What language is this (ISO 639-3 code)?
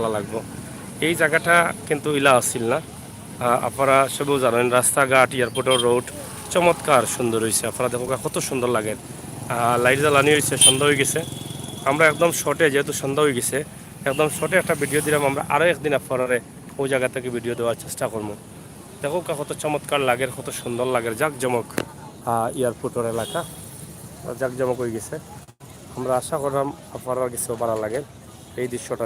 syl